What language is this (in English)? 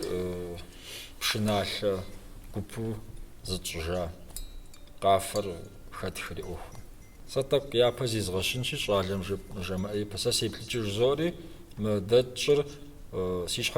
Kabardian